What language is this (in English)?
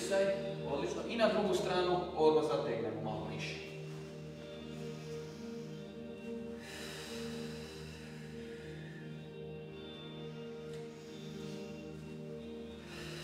Croatian